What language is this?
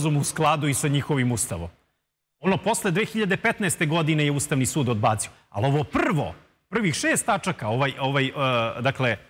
Serbian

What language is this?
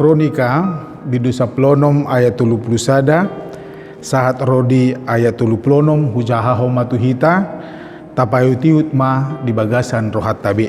Batak Toba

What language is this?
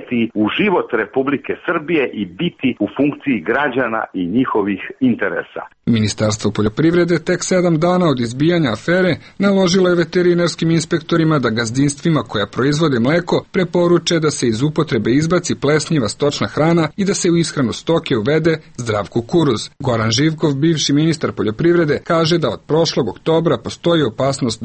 Serbian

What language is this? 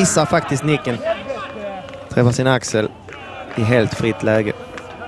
Swedish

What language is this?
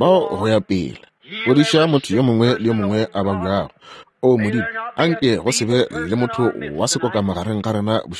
Northern Sotho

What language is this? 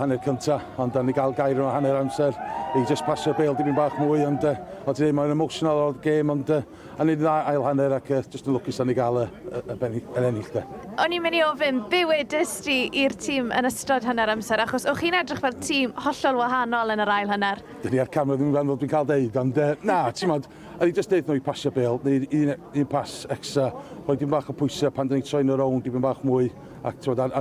Welsh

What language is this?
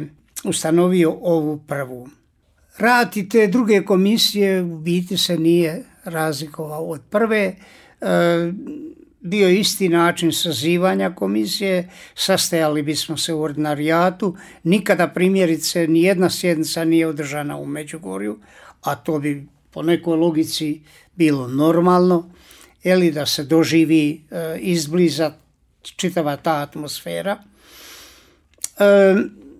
Croatian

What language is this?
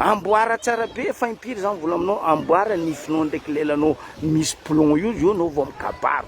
Malagasy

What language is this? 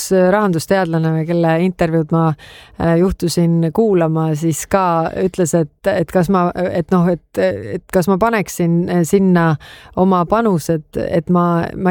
Estonian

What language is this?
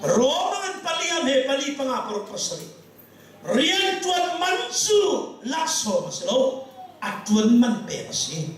Hakha Chin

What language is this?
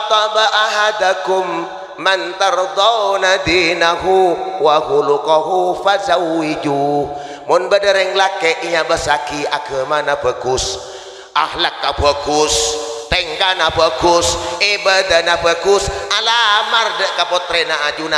Madurese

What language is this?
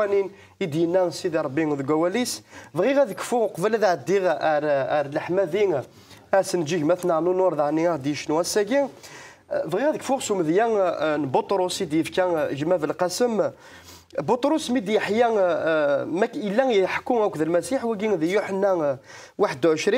Kabyle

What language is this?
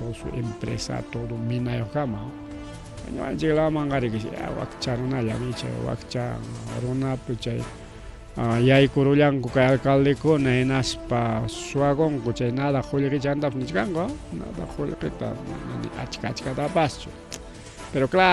Ayacucho Quechua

